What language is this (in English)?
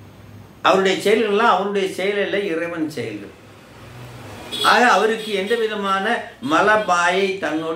Tamil